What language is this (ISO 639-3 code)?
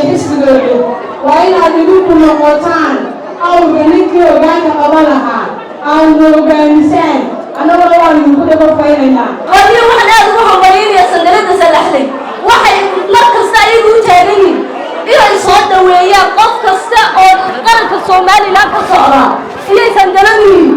som